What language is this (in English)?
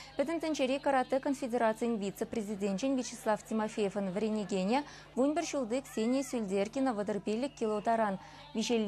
Chuvash